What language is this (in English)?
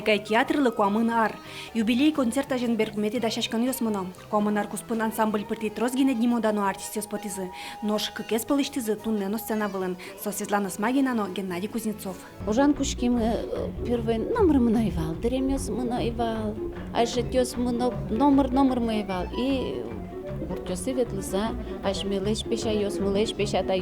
Udmurt